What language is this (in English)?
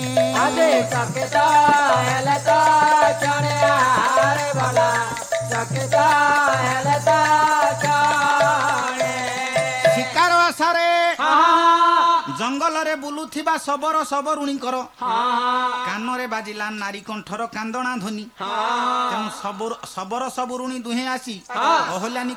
Odia